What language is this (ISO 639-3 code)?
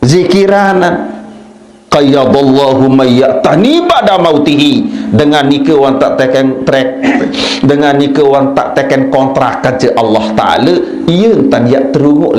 sas